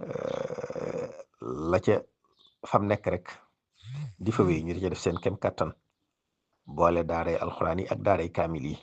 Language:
Wolof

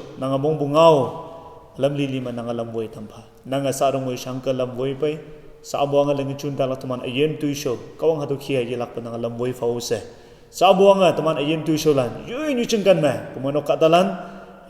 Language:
Konyak Naga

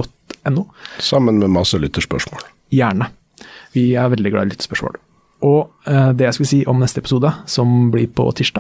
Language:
Norwegian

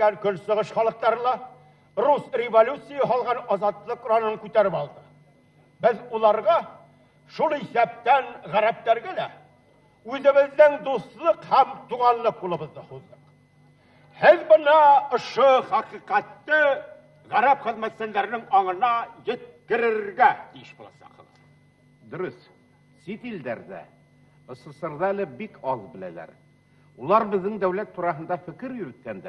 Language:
Bashkir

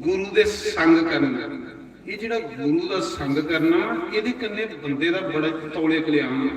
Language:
Dogri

